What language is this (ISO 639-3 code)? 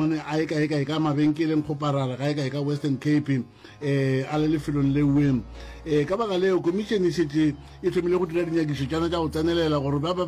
nso